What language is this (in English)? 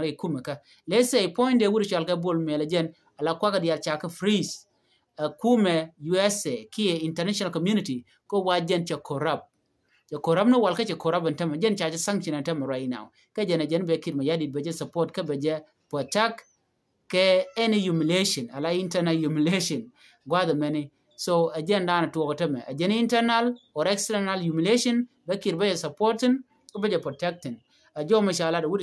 Nuer